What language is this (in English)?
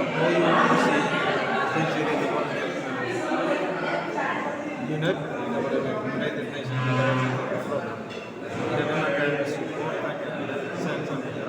Tetum